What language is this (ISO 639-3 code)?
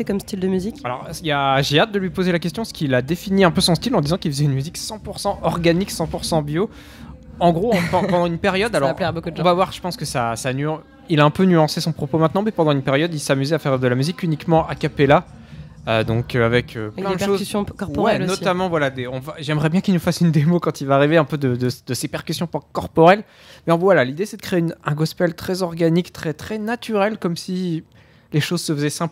fra